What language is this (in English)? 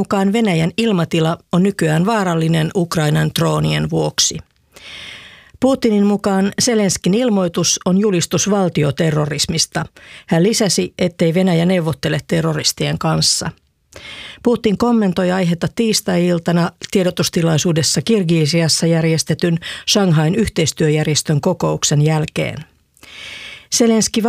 Finnish